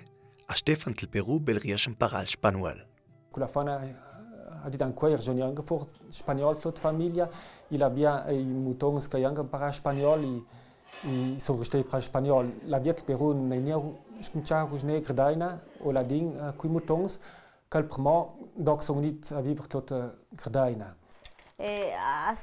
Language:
Ladin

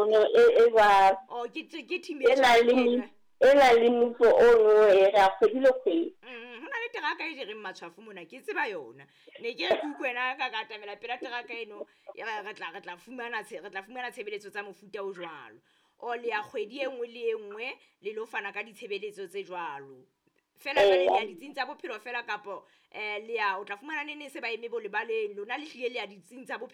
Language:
Southern Sotho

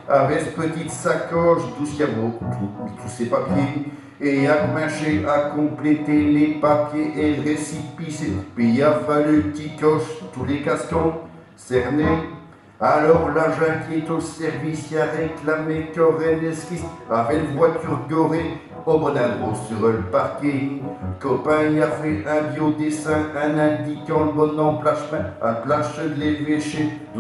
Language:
Picard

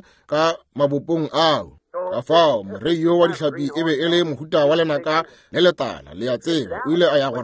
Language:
Northern Sotho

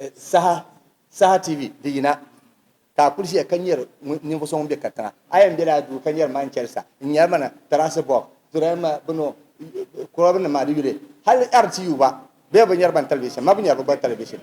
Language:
Dagbani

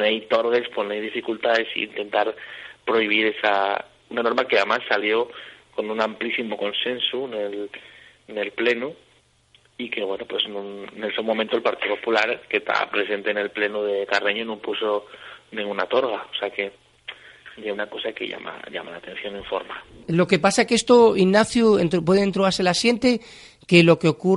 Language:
Asturian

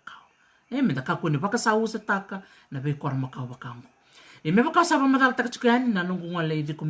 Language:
Fijian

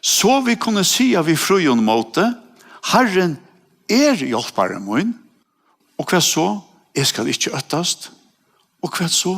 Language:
Faroese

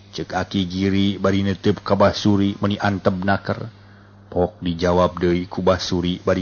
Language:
Sundanese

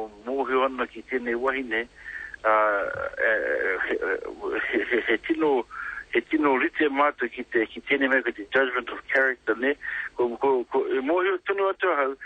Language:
Māori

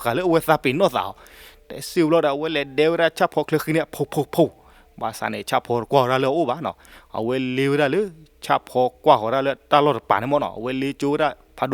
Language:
S'gaw Karen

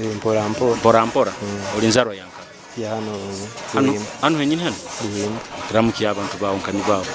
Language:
Nyoro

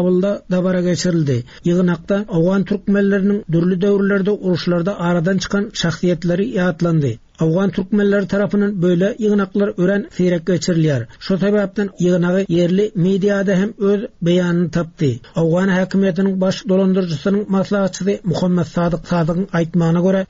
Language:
Turkmen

